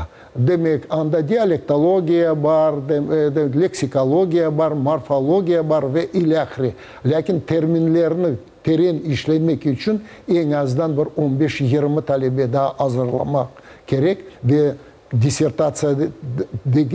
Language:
Crimean Tatar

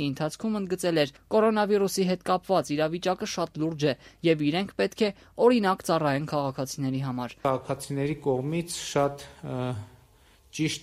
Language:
Armenian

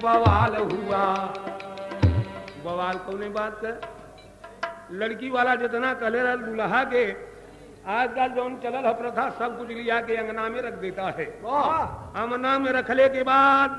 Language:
Bhojpuri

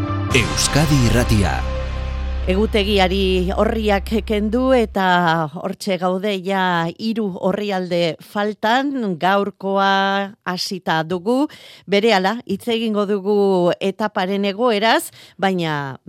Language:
Basque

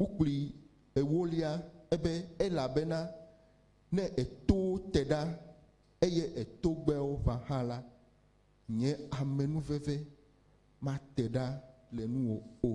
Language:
Ewe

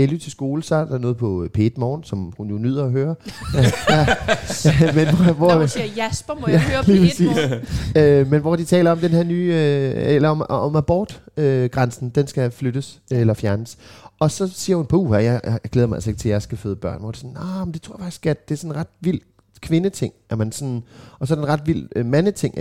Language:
Danish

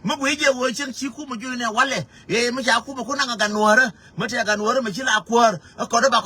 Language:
Nuer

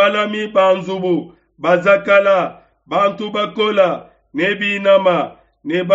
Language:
Luba-Lulua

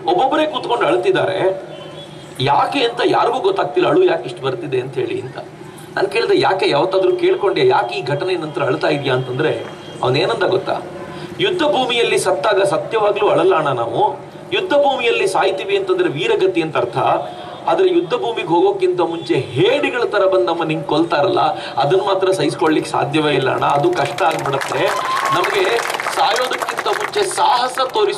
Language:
Kannada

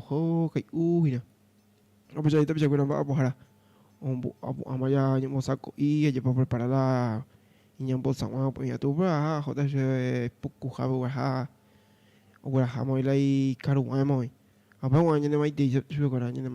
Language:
Guarani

